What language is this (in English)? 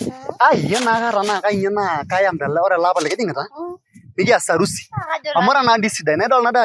Masai